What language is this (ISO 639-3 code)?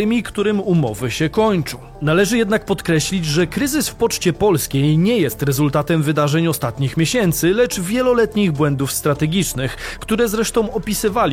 pol